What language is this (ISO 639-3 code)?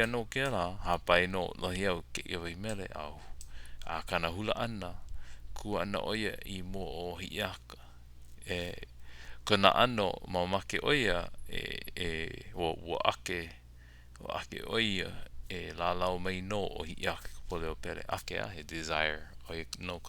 haw